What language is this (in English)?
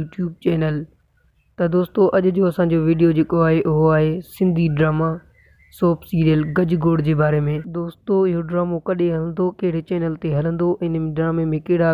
Sindhi